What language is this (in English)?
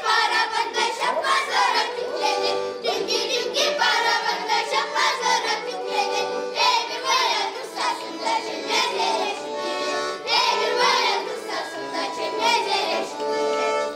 Chuvash